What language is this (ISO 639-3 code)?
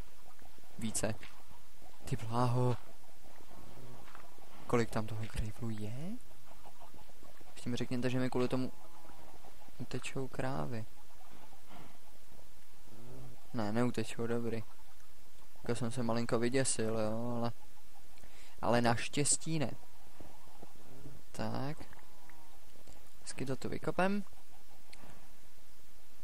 ces